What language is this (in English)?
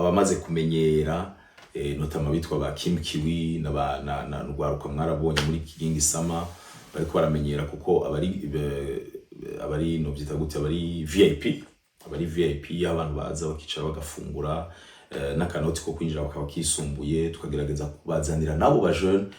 Rundi